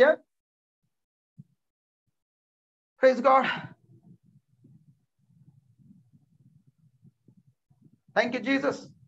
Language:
Kannada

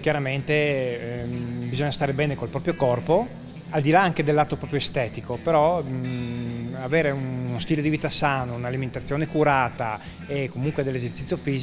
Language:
Italian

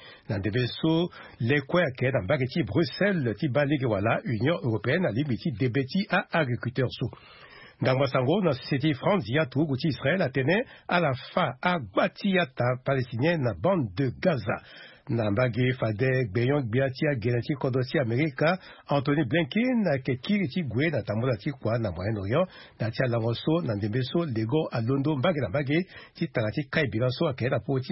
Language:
Sango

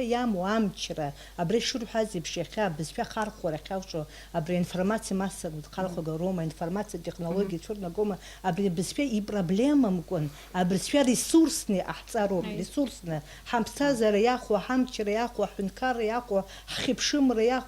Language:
Abkhazian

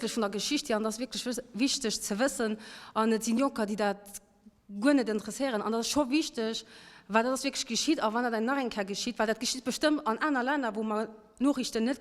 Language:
Luxembourgish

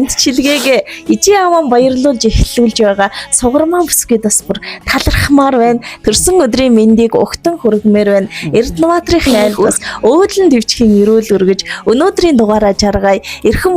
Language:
Mongolian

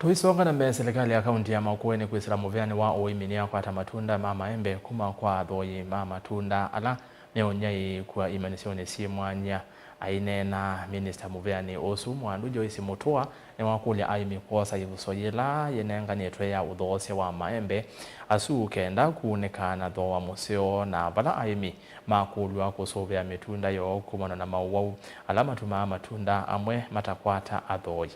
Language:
Kamba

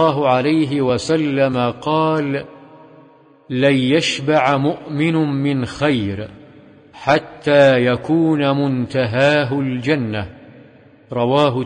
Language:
Arabic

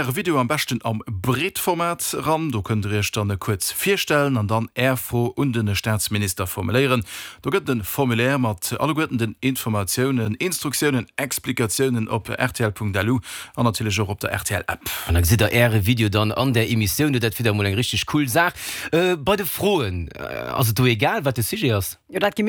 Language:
Luxembourgish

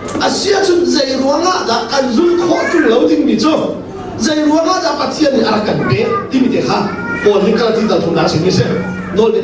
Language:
Hakha Chin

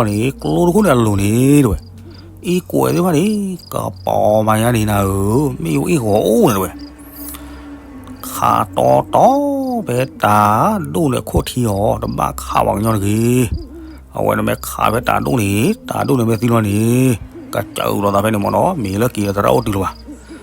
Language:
S'gaw Karen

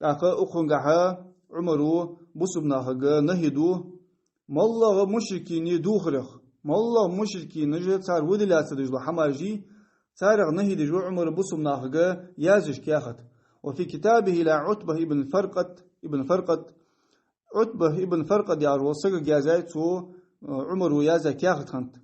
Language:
Ingush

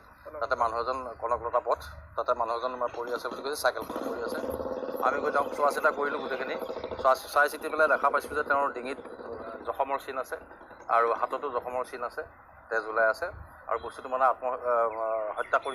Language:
Assamese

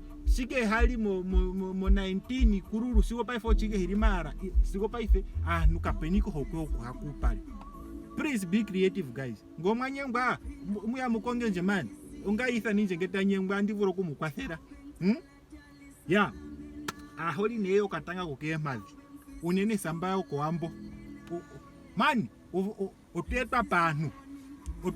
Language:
Ndonga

